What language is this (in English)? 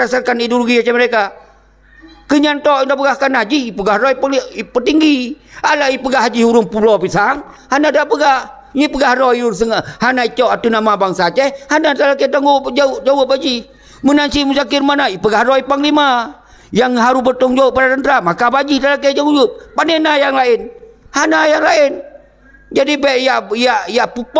Achinese